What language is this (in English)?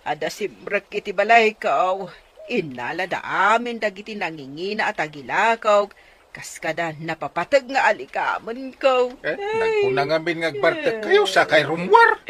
Iloko